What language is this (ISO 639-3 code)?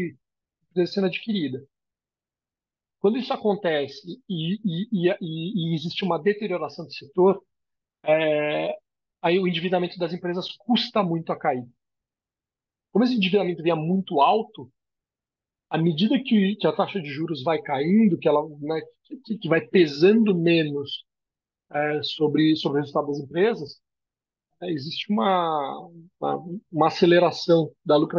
por